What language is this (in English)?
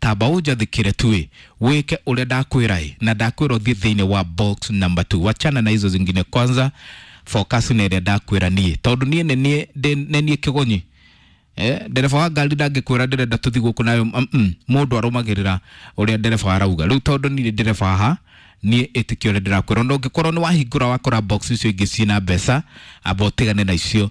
Kikuyu